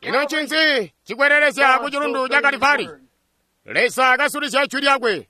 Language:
Tonga (Zambia)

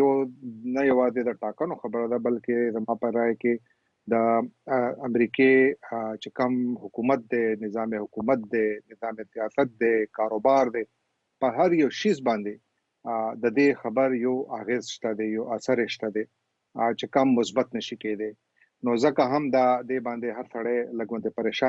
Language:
Pashto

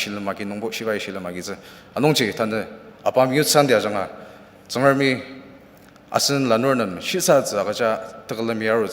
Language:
Ao Naga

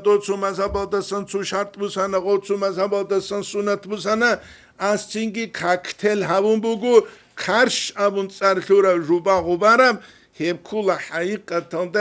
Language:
Avaric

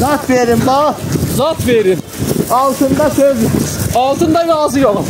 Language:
South Azerbaijani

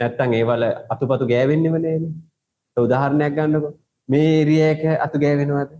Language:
Sinhala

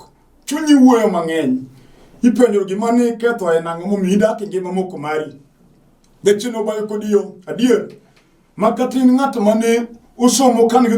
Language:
Luo (Kenya and Tanzania)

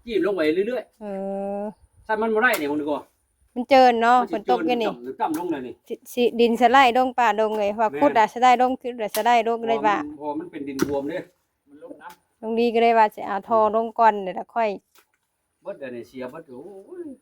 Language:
Northeastern Thai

